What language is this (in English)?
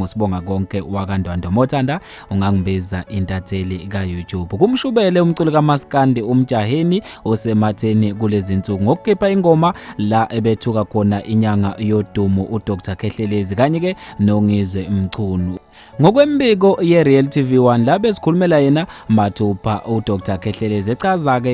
Zulu